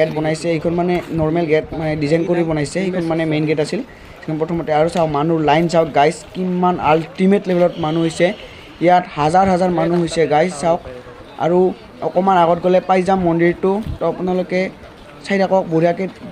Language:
Assamese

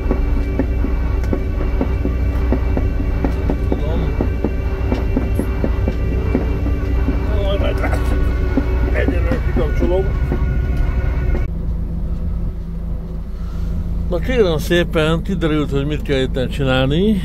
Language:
Hungarian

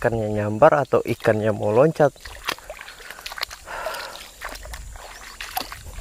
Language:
Indonesian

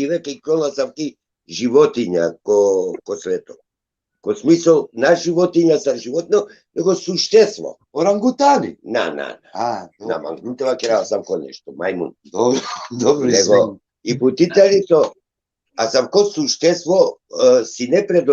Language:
Balkan Romani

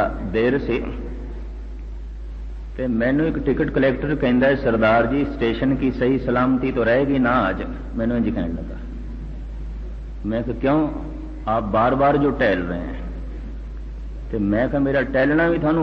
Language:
Punjabi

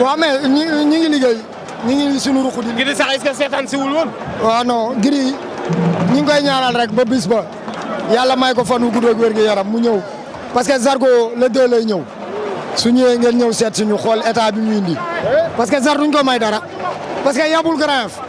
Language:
Wolof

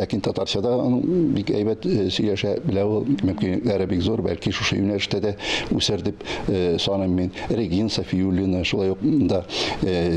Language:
Tatar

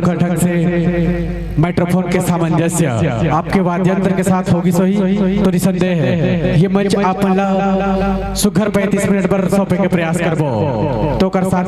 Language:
Chhattisgarhi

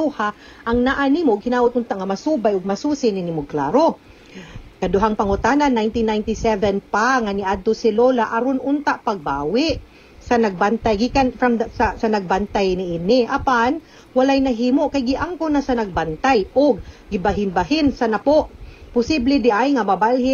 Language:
Cebuano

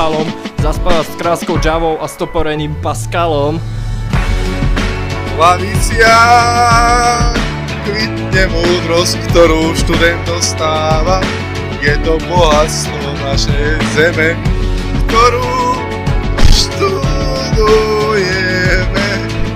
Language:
Slovak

